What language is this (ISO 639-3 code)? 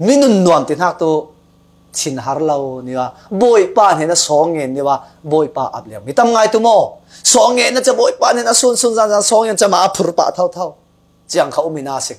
cfm